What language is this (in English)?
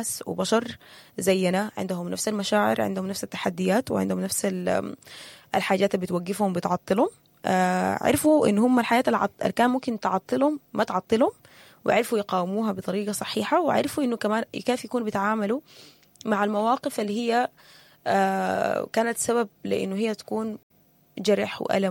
Sudanese Arabic